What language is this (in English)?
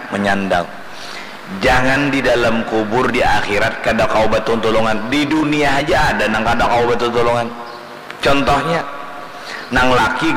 Banjar